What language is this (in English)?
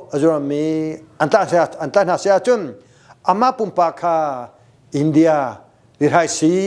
Hakha Chin